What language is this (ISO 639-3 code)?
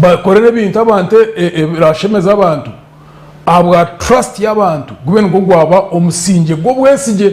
nyn